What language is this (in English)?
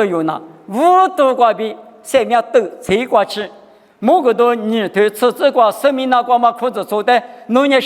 Lisu